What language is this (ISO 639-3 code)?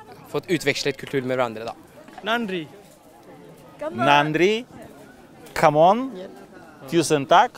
nor